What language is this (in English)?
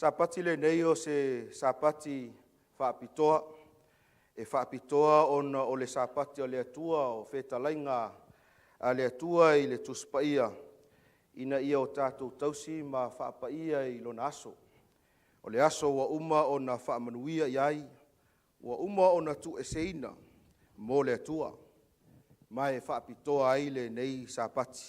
Samoan